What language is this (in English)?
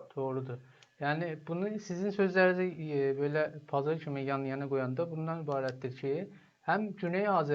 South Azerbaijani